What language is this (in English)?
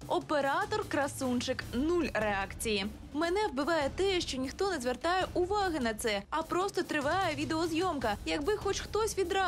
Ukrainian